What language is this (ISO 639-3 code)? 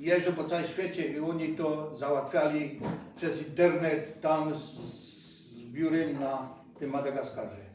szl